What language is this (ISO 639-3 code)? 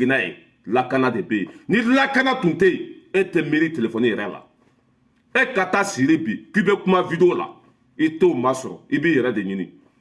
bam